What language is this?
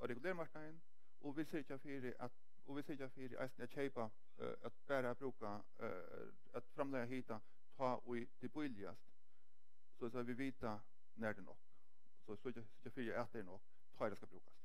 Faroese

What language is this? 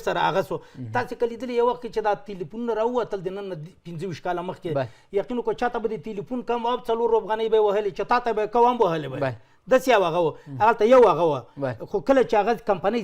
Pashto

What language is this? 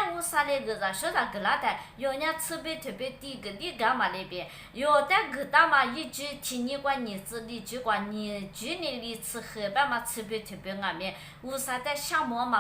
Lisu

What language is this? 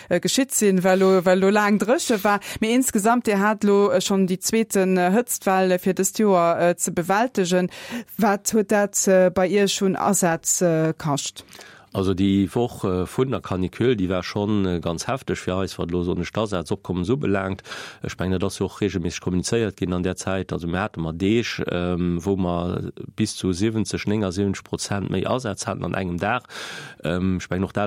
Luxembourgish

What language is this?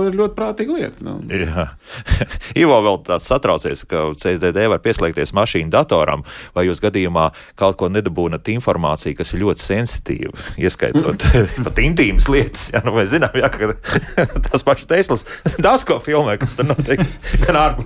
Latvian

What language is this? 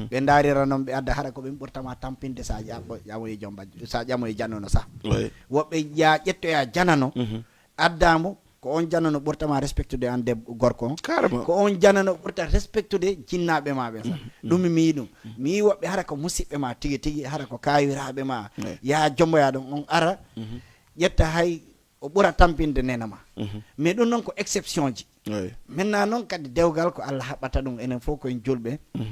Fula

